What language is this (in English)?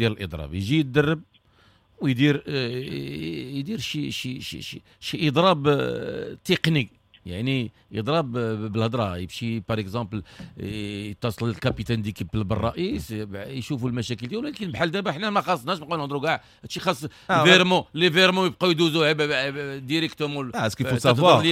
Moroccan Arabic